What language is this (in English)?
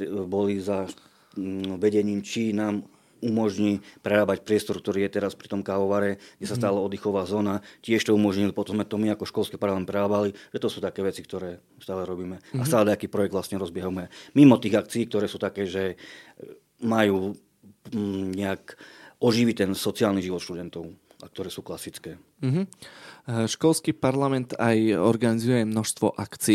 Slovak